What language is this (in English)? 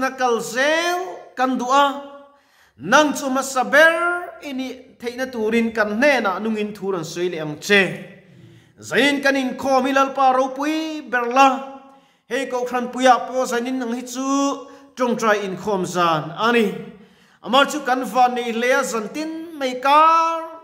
Mizo